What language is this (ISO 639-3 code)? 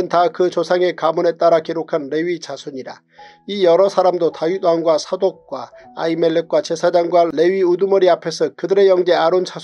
kor